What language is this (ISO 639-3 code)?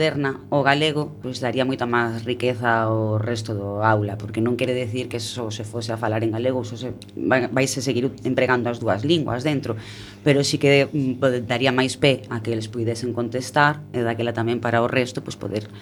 glg